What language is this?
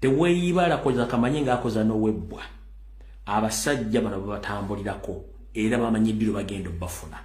Ganda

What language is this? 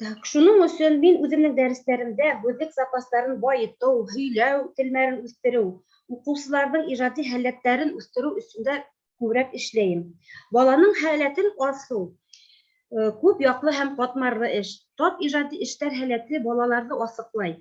Bashkir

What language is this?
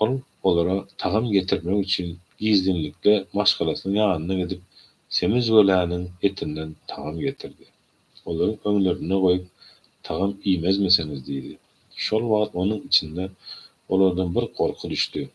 Turkmen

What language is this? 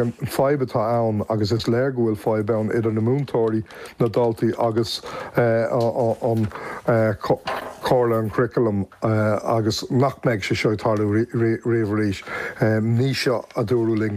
Irish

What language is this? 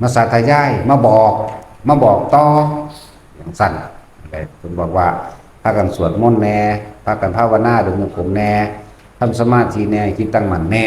Northeastern Thai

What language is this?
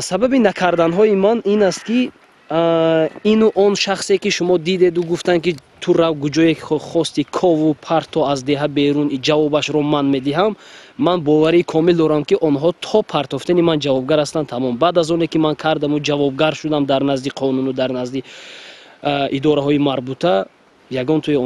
Tajik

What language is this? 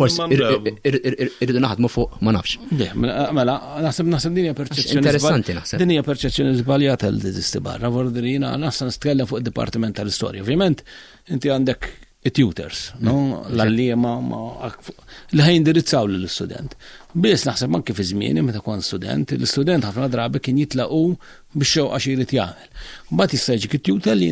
Maltese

